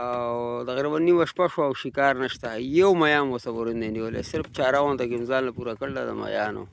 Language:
Pashto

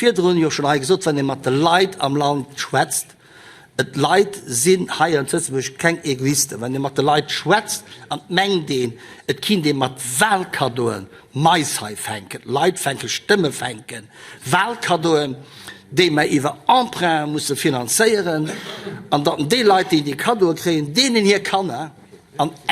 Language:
Luxembourgish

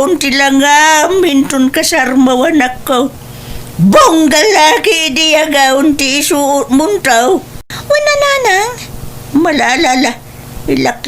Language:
Iloko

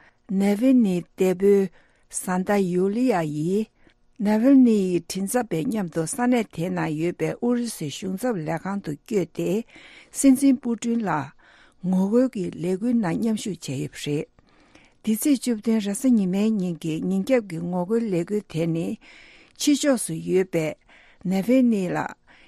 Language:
Tibetan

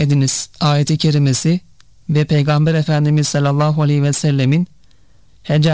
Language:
Turkish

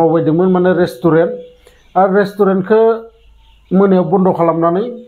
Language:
Bodo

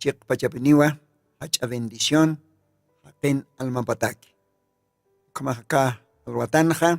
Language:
Aymara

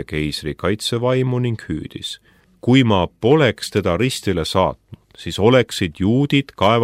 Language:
Estonian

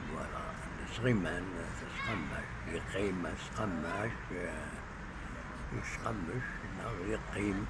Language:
Kabyle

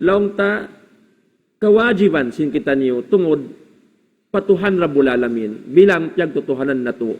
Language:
Tausug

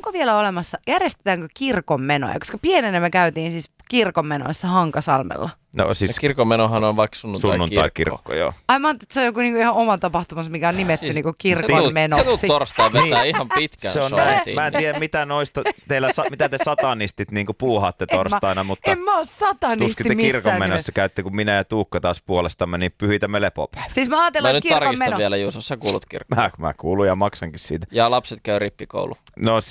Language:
Finnish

